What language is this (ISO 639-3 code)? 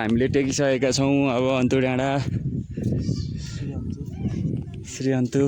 nep